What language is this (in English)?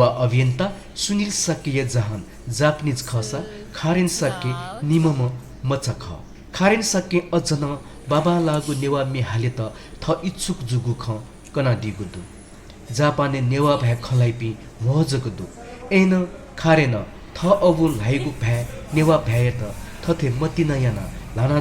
Newari